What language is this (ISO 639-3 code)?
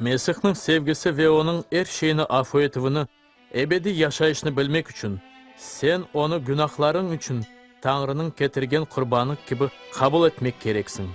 crh